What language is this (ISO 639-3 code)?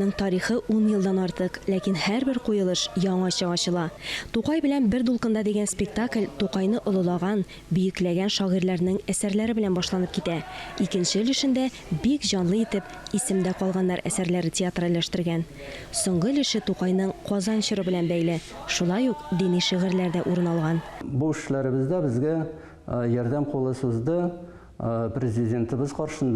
tat